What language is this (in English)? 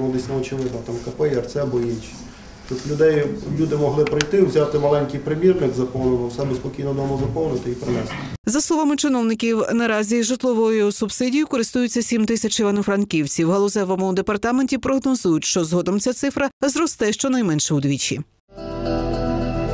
Ukrainian